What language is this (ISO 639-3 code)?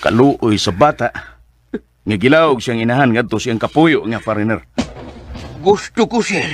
ceb